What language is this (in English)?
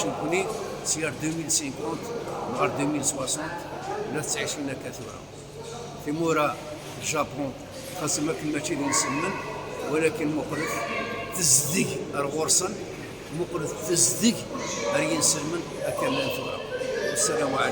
Kabyle